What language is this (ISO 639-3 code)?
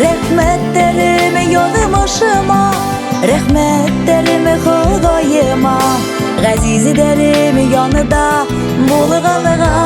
bak